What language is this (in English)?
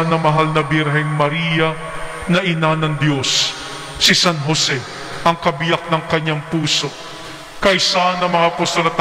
Filipino